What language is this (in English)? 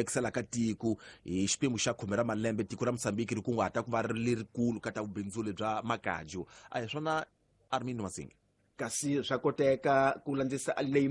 Tsonga